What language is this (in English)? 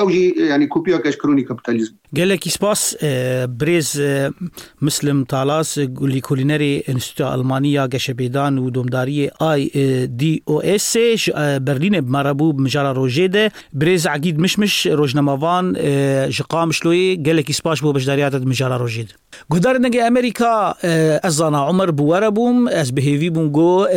Kurdish